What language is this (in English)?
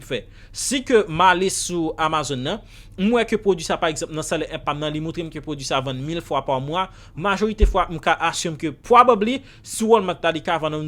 Haitian Creole